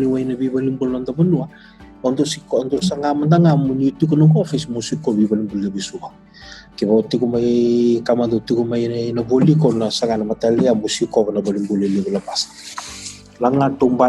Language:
Fijian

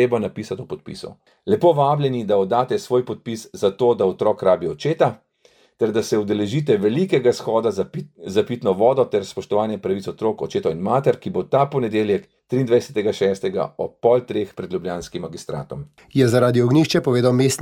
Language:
Slovenian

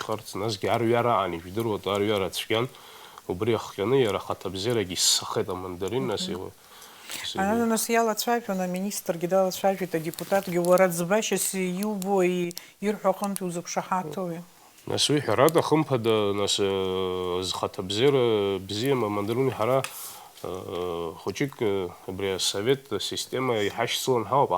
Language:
Abkhazian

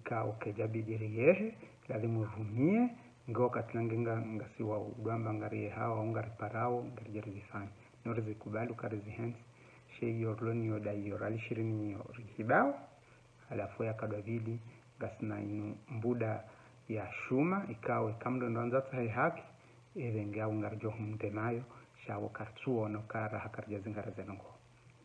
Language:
Ngazidja Comorian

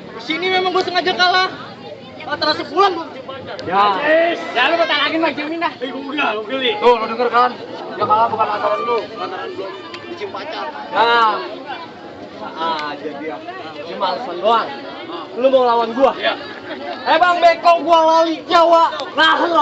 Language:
Betawi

